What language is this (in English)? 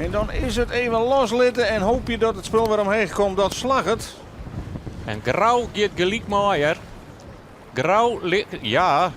Western Frisian